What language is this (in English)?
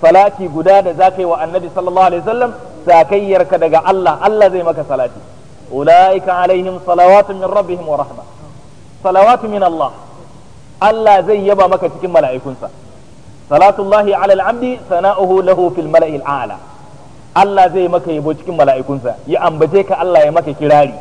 Hausa